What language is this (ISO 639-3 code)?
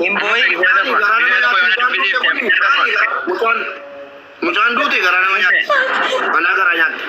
orm